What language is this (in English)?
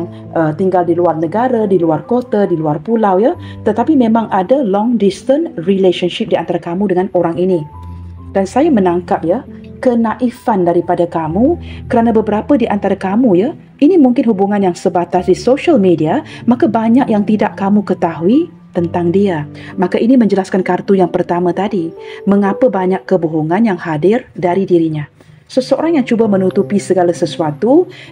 Malay